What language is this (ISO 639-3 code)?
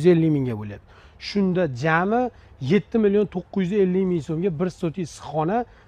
uzb